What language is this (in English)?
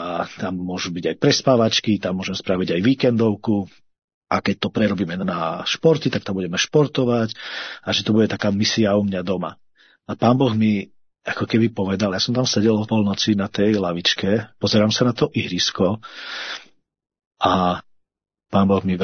Slovak